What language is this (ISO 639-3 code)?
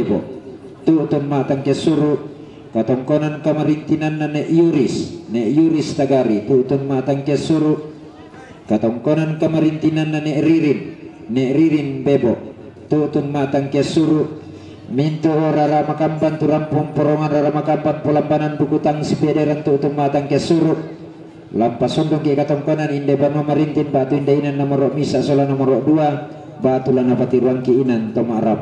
sda